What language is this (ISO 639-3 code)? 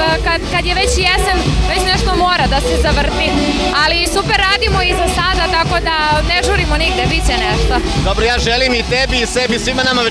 srp